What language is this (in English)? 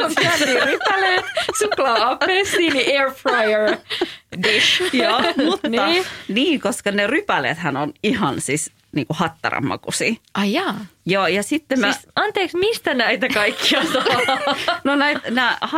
Finnish